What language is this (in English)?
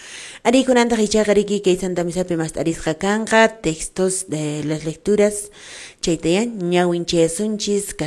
Quechua